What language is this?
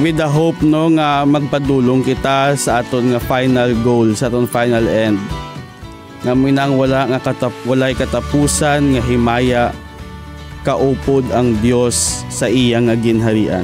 Hiligaynon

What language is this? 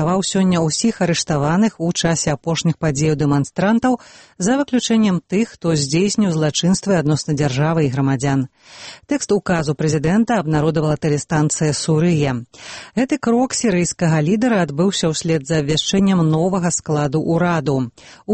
Belarusian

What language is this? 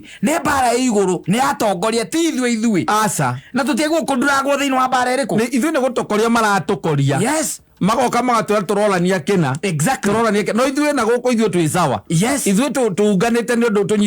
Kikuyu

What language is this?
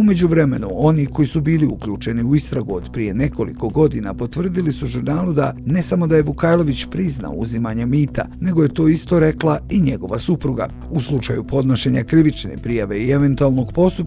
Bosnian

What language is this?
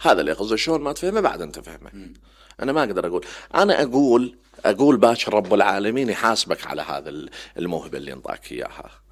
Mesopotamian Arabic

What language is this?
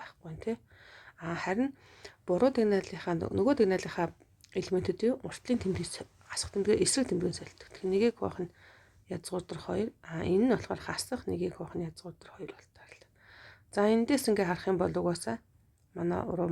Mongolian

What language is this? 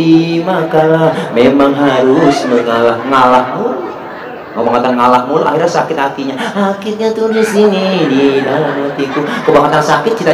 Betawi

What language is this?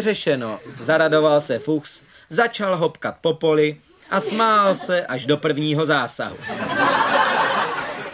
Czech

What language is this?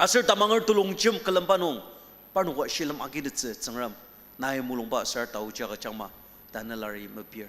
Ao Naga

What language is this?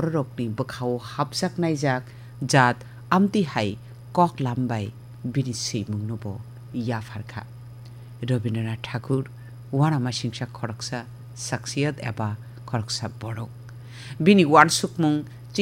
Kok Borok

